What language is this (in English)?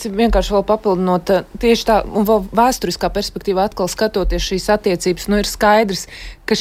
Latvian